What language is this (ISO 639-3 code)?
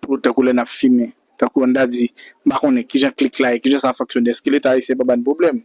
hat